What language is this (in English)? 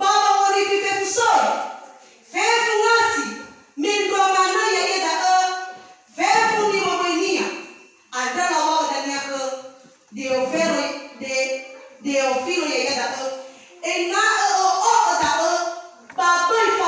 Nias